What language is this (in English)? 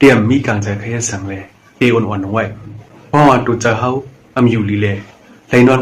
Shan